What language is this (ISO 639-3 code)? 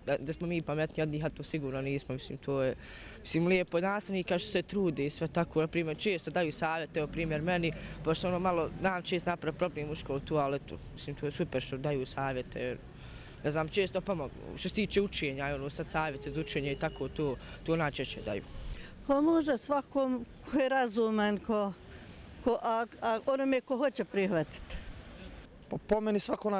bos